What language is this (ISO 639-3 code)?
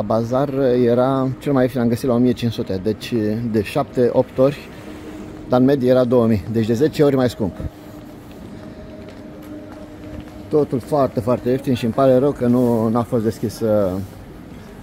ron